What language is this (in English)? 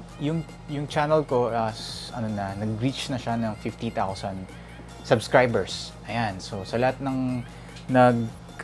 Filipino